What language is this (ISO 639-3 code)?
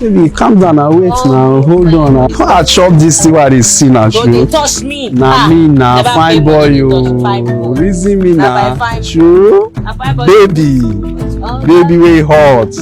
pcm